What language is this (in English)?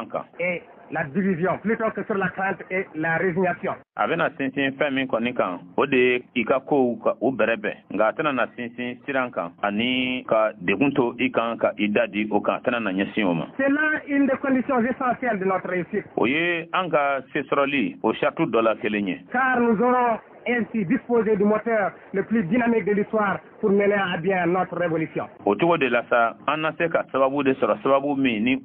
Bambara